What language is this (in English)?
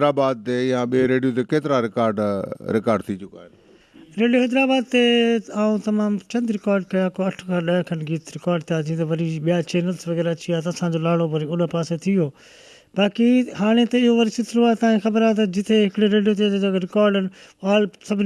Sindhi